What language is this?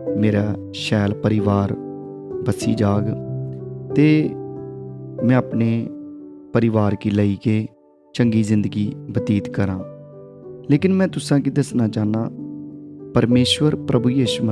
Dogri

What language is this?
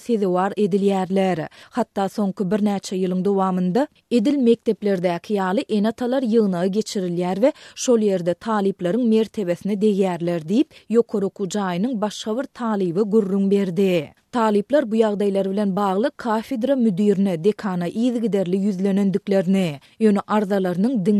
Turkmen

